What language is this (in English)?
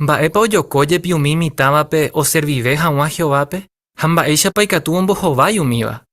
Guarani